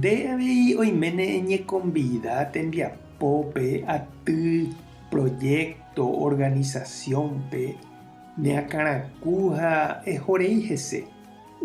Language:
Guarani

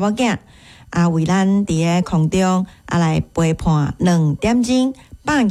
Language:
Min Nan Chinese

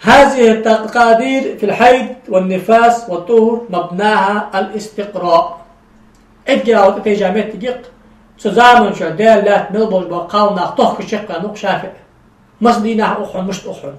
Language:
Ingush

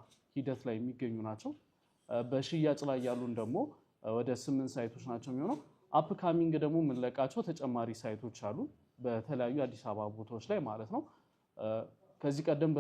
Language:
Amharic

